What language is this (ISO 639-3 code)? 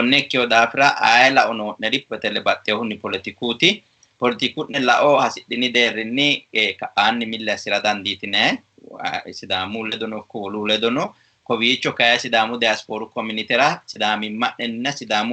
sid